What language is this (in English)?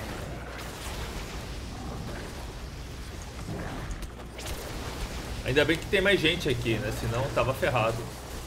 Portuguese